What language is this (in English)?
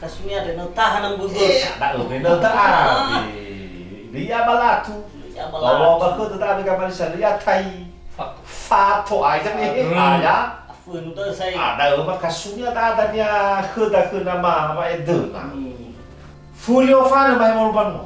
Nias